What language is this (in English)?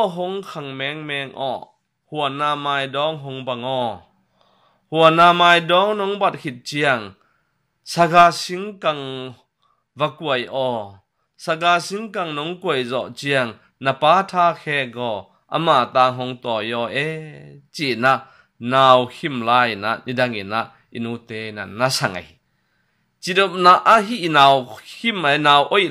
Tedim Chin